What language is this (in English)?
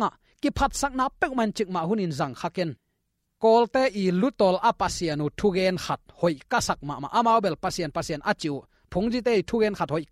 Tedim Chin